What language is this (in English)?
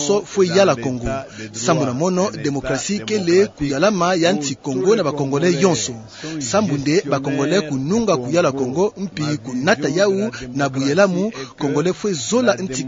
Kituba (Democratic Republic of Congo)